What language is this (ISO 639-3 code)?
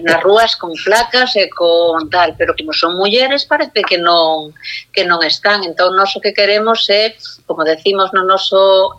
glg